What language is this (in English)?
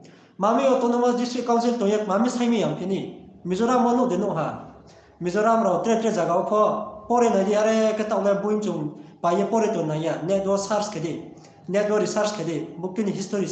Riang (India)